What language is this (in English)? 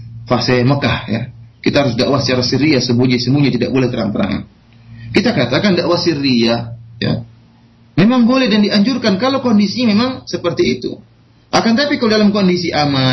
Indonesian